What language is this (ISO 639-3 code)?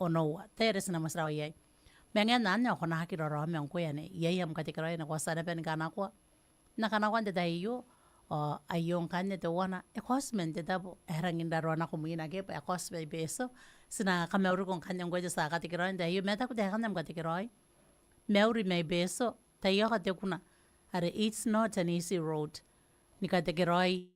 gil